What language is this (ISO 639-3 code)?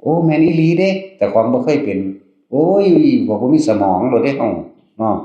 tts